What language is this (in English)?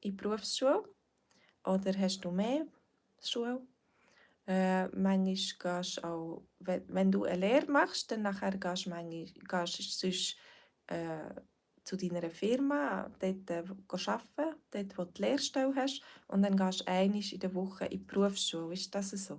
Swiss German